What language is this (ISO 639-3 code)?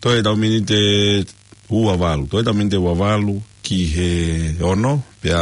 ton